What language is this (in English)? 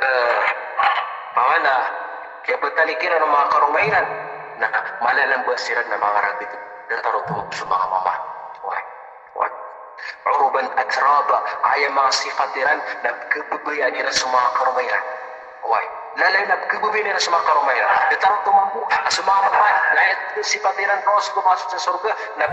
Maranao